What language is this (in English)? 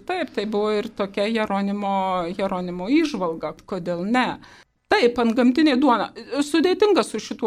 Lithuanian